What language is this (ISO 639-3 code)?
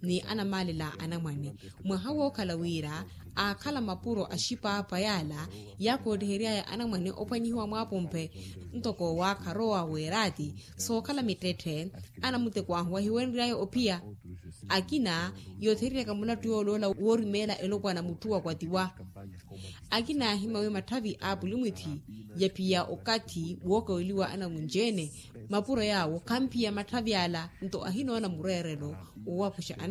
vmw